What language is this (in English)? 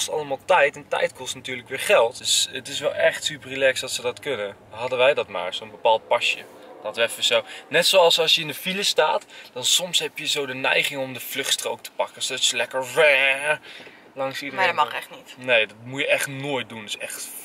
Dutch